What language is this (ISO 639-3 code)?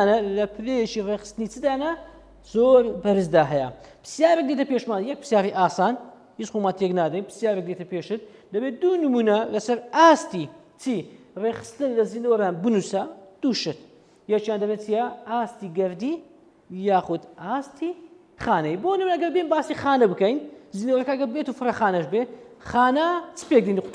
ckb